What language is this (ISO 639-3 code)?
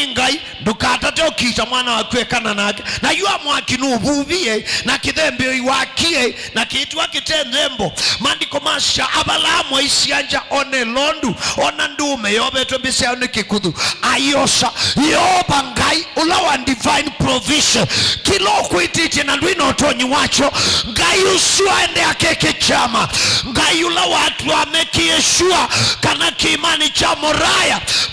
kam